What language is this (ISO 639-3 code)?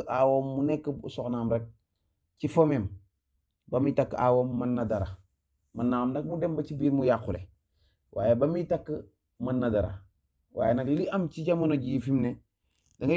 wol